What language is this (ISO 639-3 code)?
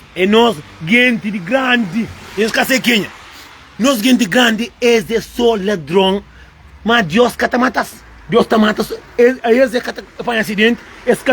kea